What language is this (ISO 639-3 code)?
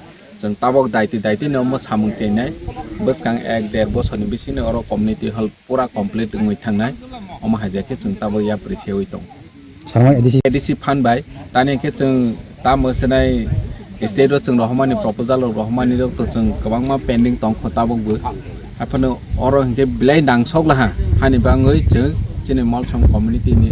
trp